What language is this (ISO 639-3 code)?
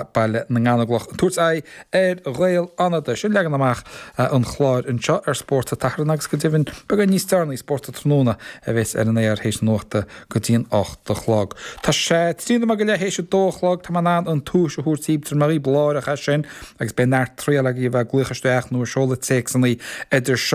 gle